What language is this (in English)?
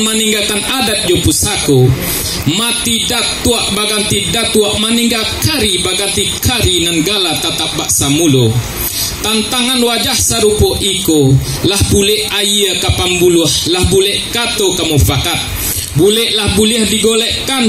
Minangkabau